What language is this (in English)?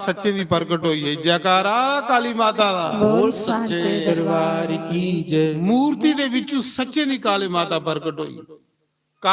Dogri